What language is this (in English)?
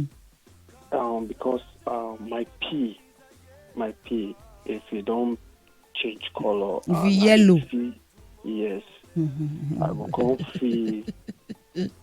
Nigerian Pidgin